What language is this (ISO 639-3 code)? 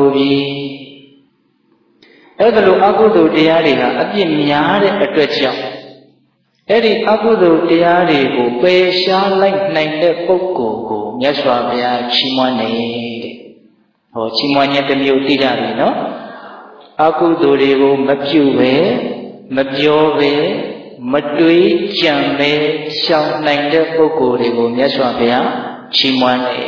mya